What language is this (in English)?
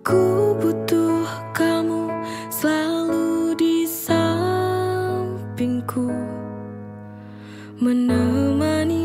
Indonesian